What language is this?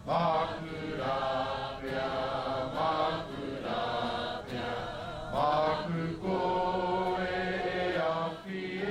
Māori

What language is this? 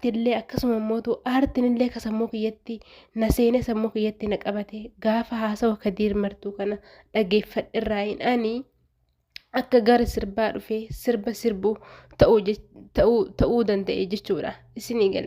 Oromo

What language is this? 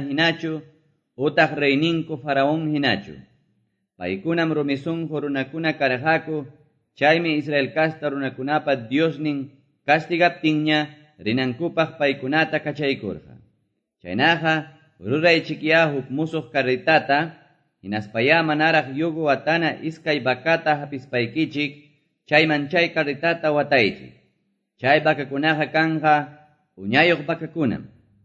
Quechua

